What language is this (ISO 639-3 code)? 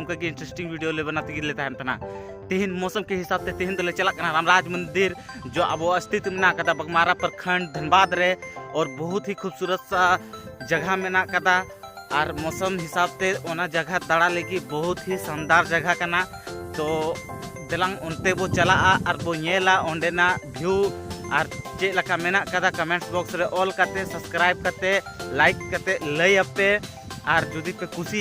sat